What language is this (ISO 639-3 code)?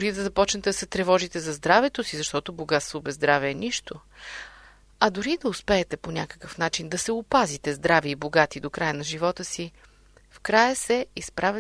bul